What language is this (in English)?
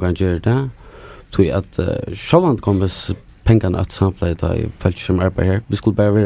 Faroese